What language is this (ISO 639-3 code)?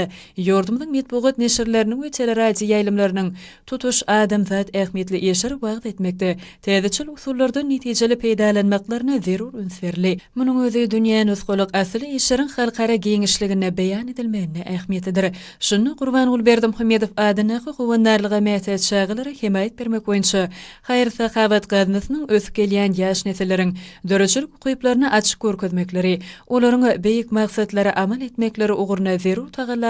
tuk